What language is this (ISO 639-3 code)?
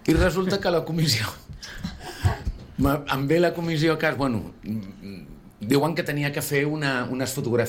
cat